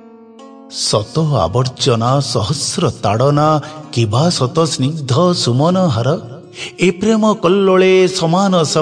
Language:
Odia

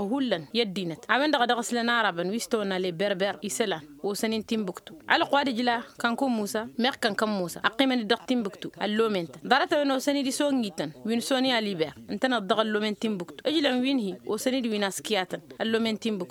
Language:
Tamasheq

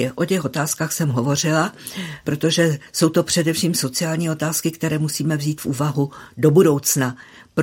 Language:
Czech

